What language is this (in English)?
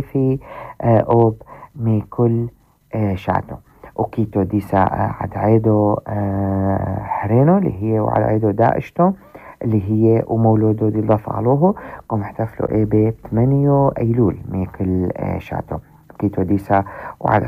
North Levantine Arabic